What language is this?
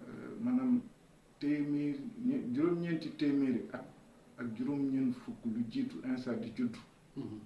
Wolof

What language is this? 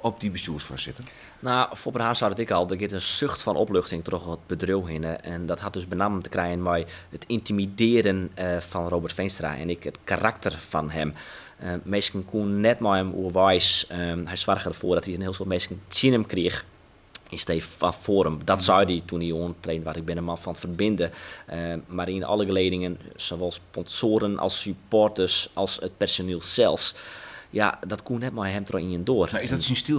Western Frisian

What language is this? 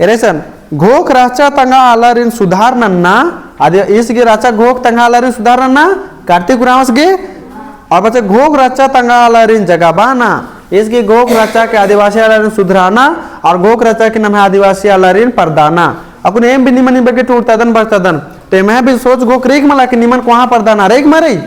Kurukh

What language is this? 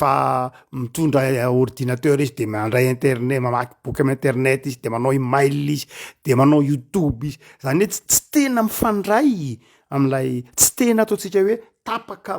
Malagasy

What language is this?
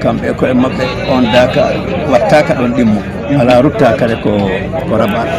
Fula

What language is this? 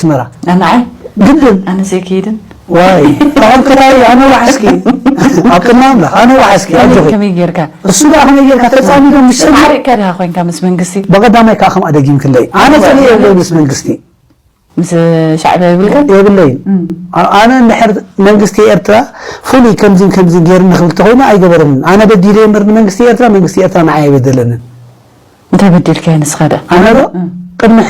Tigrinya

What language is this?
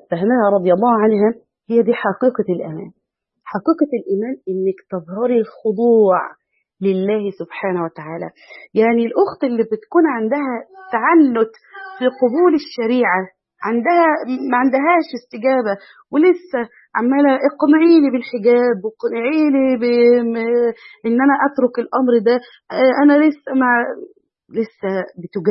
Egyptian Arabic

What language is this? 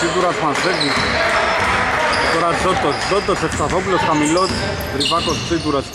Greek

